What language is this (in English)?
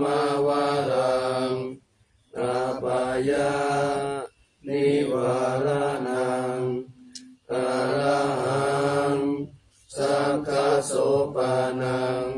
Pali